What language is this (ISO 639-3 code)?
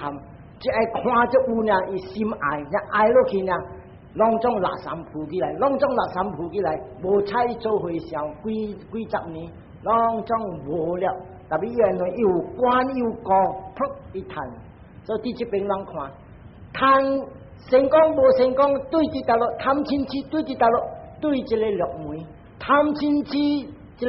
nan